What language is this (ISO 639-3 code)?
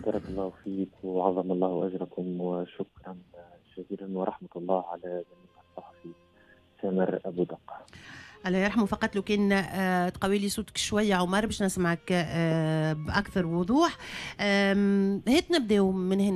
aeb